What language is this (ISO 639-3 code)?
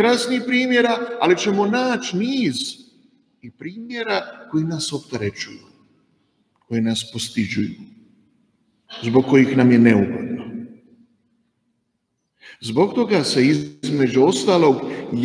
hrv